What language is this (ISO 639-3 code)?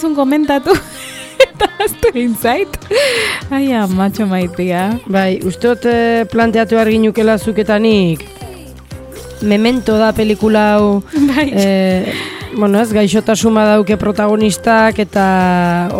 eus